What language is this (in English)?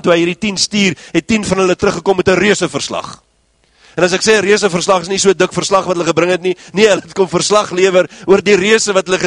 Afrikaans